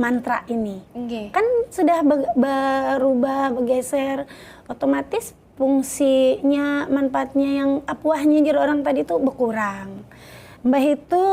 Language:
Banjar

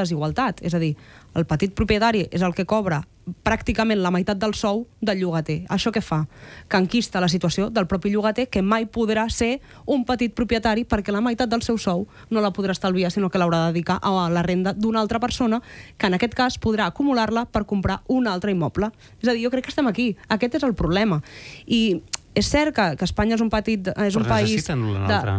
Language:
Catalan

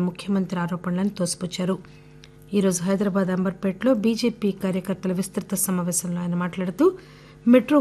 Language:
Telugu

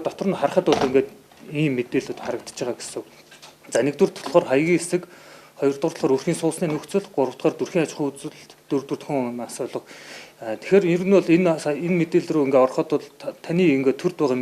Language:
Mongolian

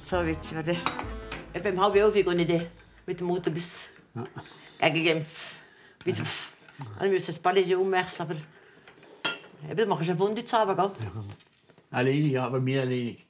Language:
Swiss German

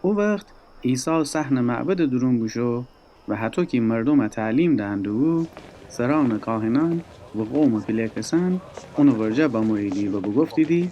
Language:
Gilaki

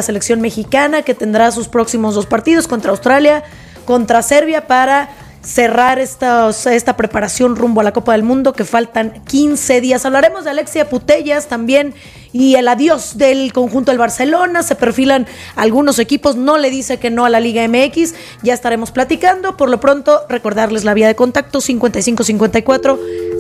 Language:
Spanish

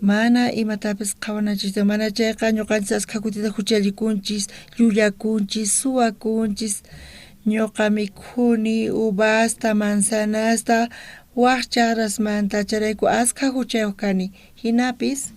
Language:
South Bolivian Quechua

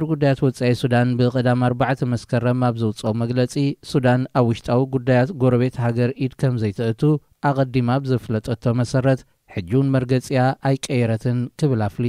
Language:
Tigrinya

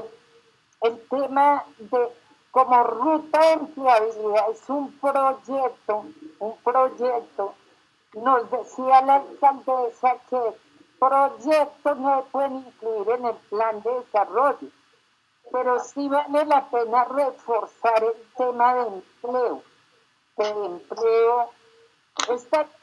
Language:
Spanish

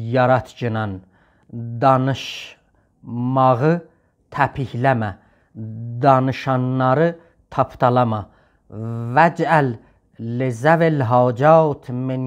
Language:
South Azerbaijani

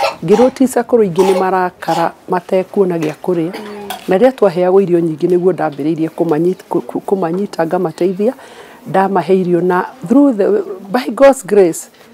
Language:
Kikuyu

